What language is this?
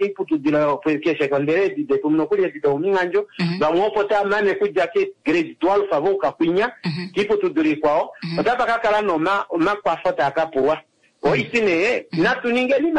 Kuanyama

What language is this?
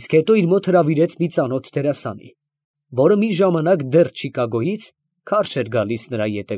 Armenian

